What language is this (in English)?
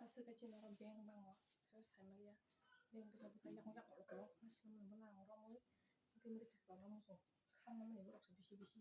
Kok Borok